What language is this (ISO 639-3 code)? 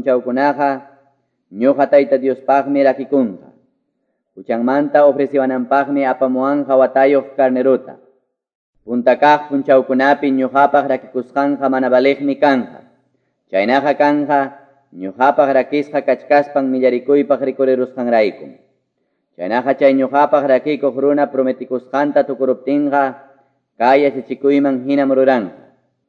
que